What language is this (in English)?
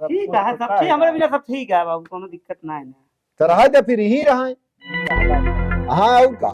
Awadhi